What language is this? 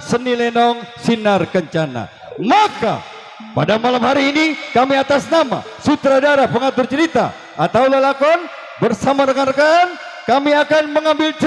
Betawi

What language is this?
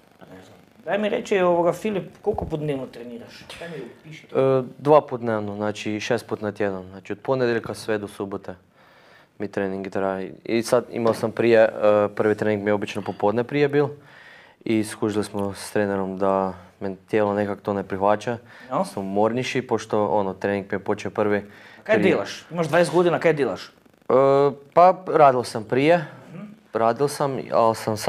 Croatian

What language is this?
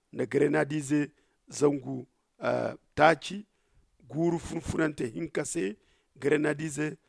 Zarma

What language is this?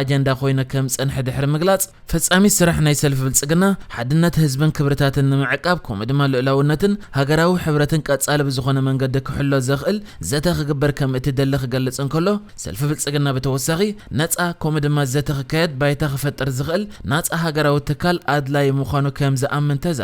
Tigrinya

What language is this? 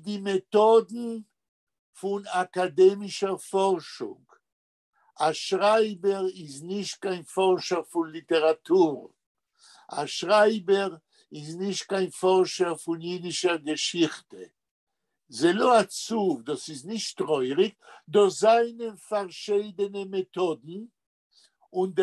Yiddish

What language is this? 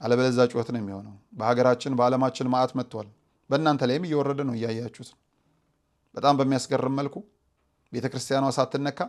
Amharic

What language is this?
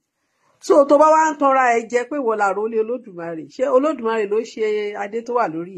Yoruba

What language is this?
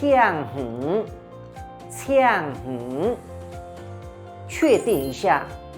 Hakka Chinese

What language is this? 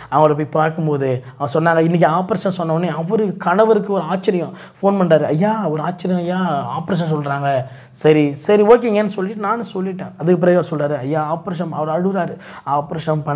Tamil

